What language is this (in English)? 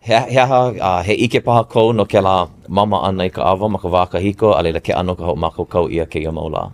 Hawaiian